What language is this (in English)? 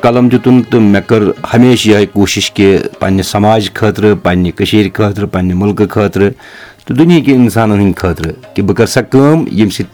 Kashmiri